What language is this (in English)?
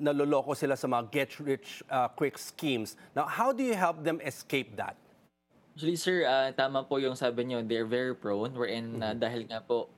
Filipino